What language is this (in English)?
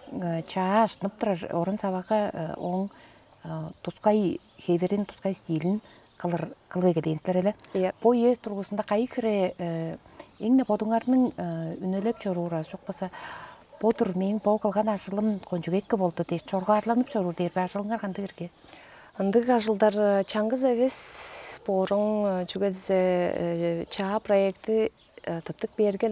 Tuvinian